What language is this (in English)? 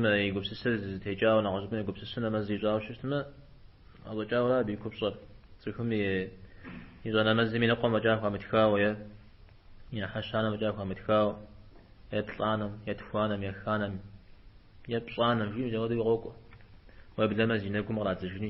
Kabardian